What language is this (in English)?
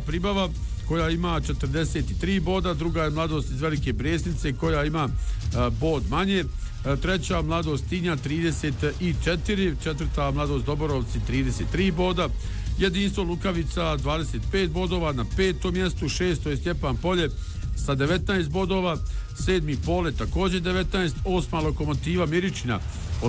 Bosnian